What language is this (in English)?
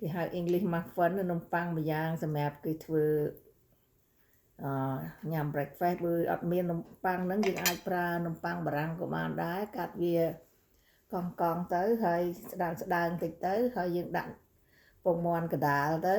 Khmer